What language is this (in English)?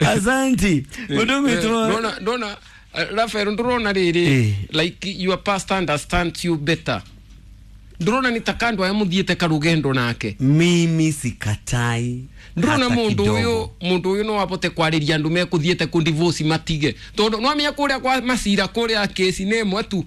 Kikuyu